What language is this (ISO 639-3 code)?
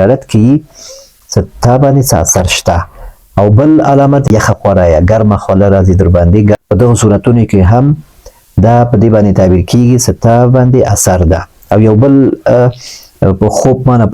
pus